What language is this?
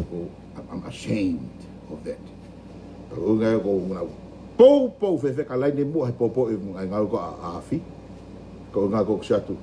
Tongan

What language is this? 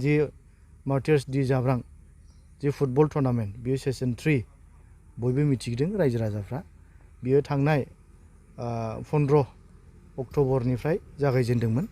Bodo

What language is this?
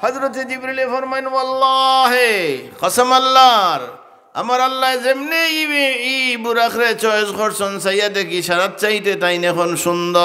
Sylheti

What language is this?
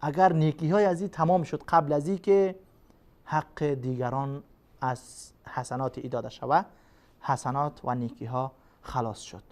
Persian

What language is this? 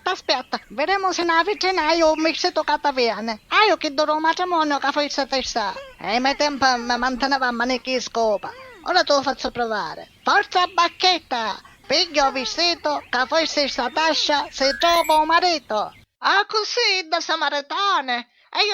Sicilian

